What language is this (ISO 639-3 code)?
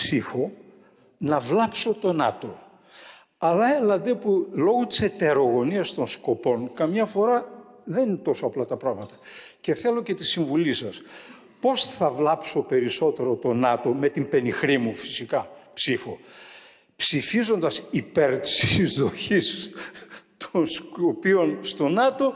ell